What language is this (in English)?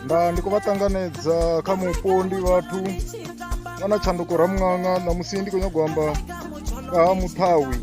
Venda